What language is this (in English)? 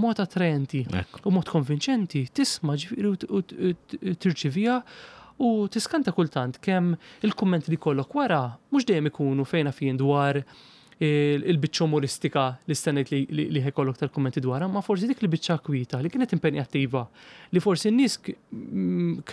Maltese